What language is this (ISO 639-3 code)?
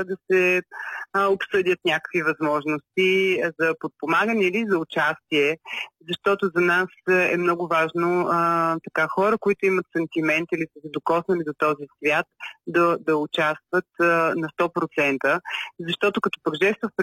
bul